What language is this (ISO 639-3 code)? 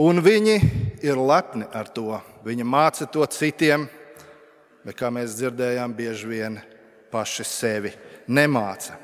lav